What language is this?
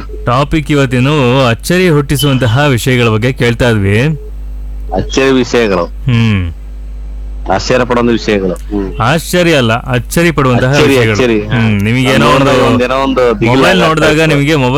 Kannada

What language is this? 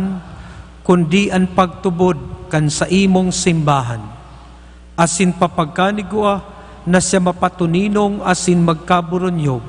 Bikol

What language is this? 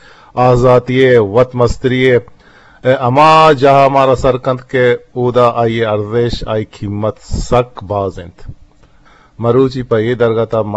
Eastern Balochi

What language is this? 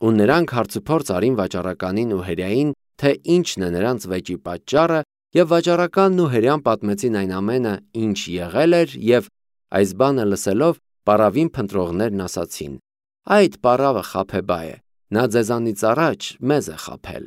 Armenian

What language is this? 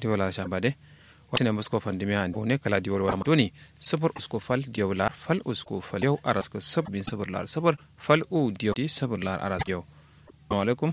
Kanuri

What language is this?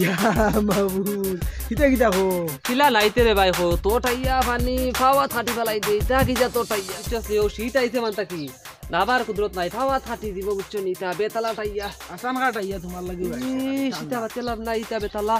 Sylheti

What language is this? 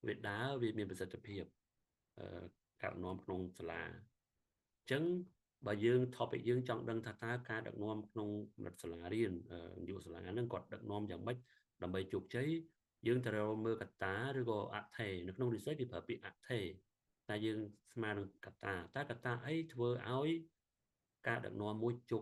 Khmer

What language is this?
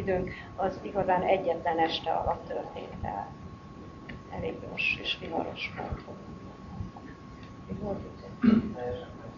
Hungarian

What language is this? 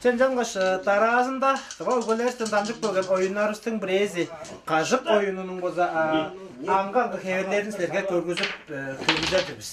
Tuvinian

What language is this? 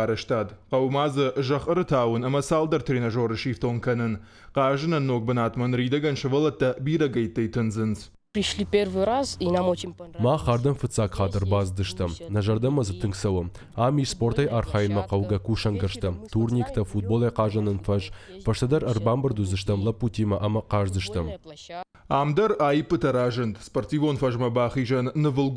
Ossetic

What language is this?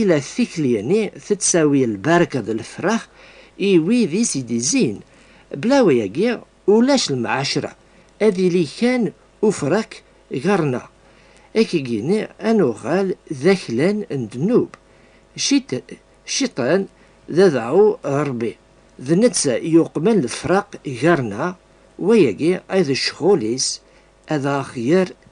Kabyle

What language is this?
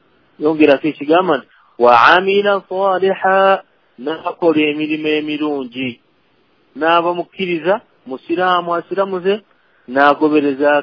Ganda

